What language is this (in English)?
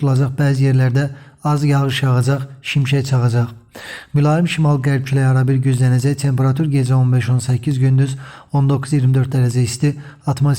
Azerbaijani